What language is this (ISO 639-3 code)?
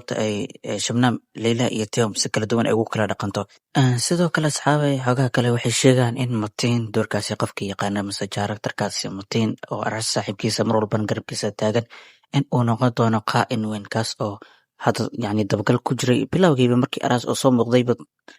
som